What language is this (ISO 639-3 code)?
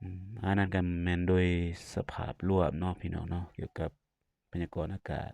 lao